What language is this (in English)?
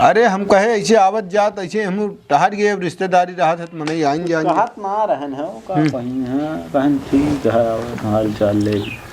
Awadhi